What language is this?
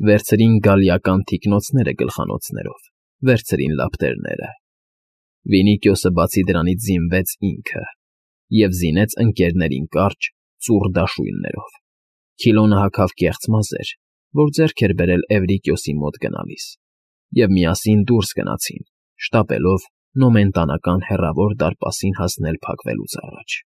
Armenian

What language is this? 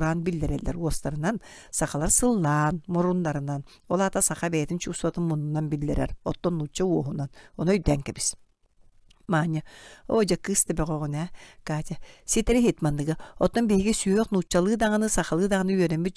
Yakut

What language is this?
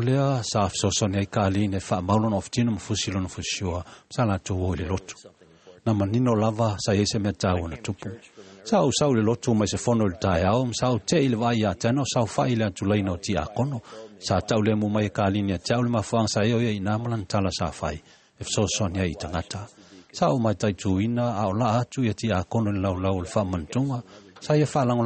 Samoan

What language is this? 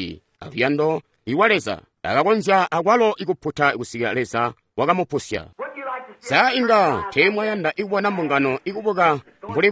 Tonga (Zambia)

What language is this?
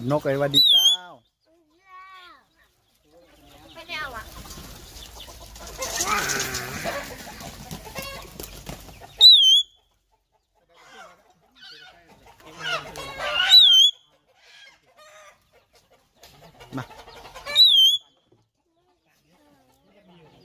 Thai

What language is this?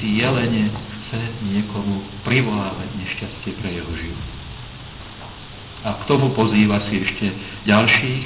Slovak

